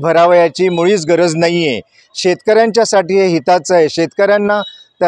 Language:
Marathi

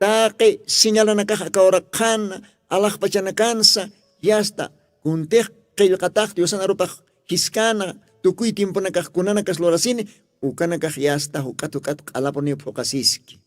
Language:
Aymara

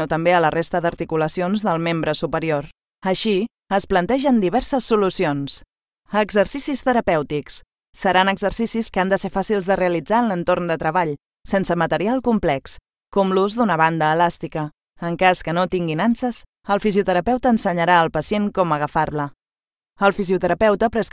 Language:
Catalan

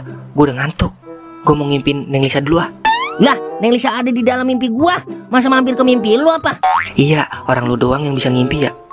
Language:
Betawi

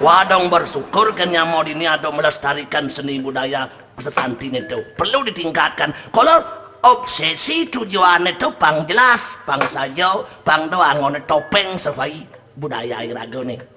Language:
Balinese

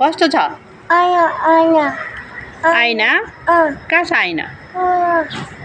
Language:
Nepali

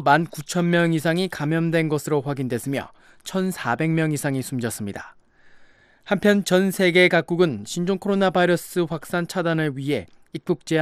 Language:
Korean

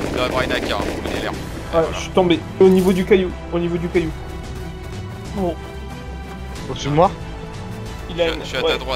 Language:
French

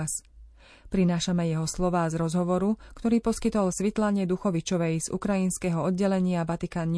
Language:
Slovak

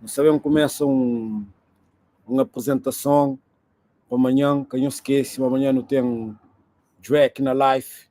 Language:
Kabuverdianu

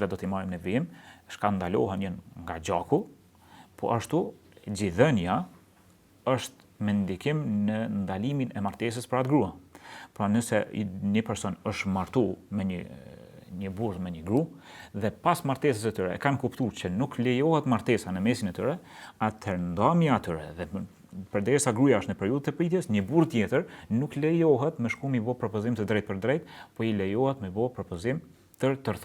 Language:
Albanian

